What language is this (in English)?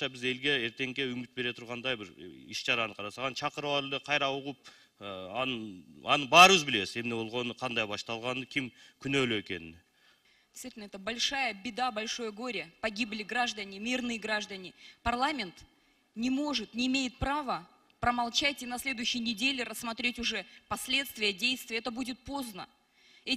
Kyrgyz